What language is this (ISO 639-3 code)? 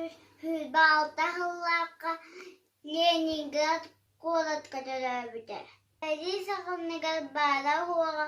sah